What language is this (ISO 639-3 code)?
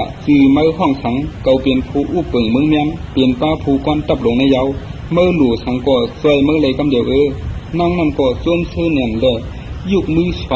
shn